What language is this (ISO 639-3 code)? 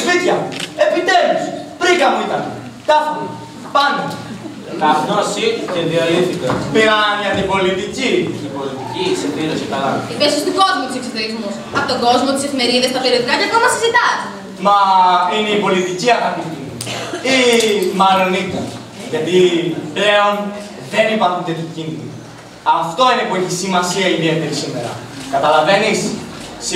ell